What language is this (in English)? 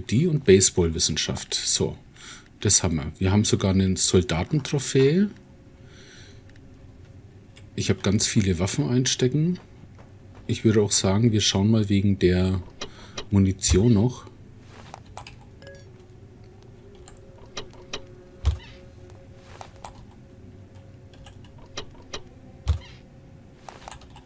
German